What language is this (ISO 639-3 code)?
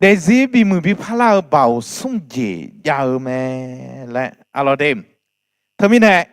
ahk